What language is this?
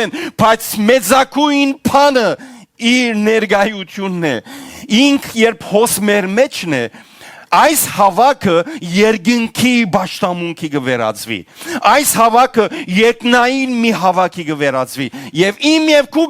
Western Armenian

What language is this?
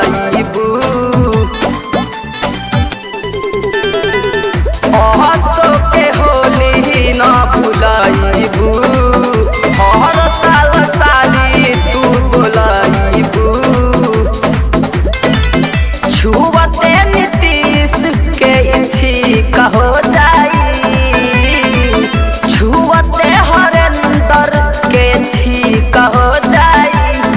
Bhojpuri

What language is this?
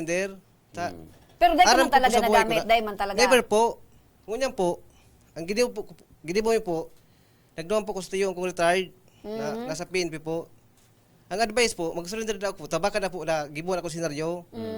Bikol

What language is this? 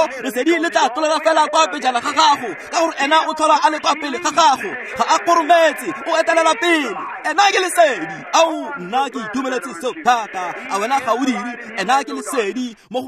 Tswana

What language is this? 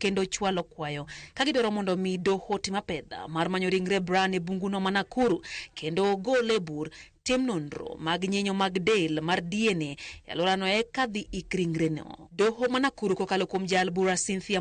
Luo (Kenya and Tanzania)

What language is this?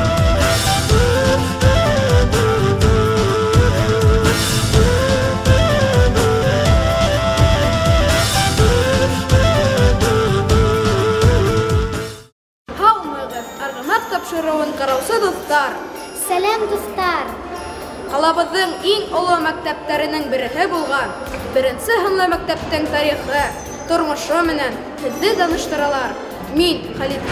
Bashkir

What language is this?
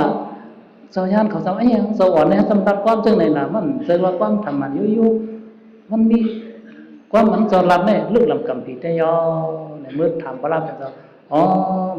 Shan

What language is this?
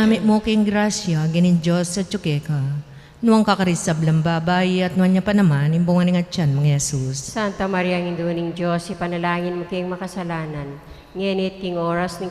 Pampanga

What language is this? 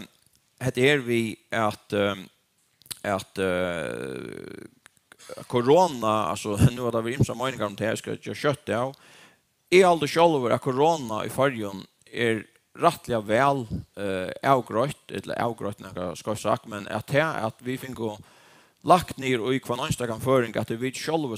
Faroese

